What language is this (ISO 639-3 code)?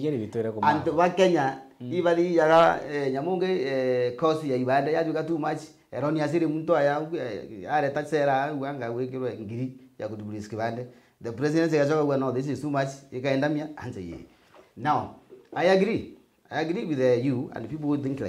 mer